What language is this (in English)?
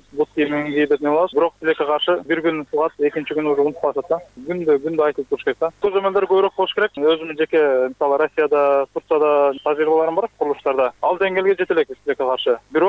Kyrgyz